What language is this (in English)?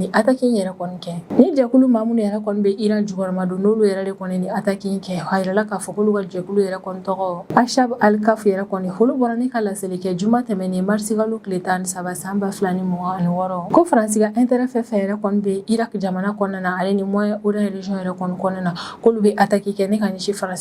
Bambara